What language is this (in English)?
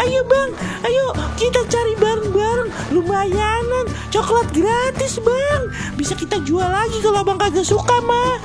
Betawi